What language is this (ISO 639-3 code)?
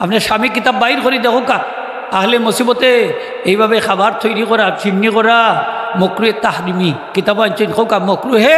syl